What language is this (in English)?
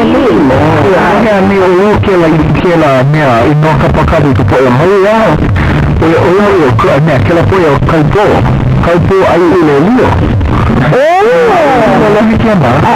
Hawaiian